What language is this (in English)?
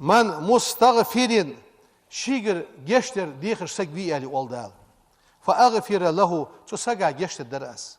Ingush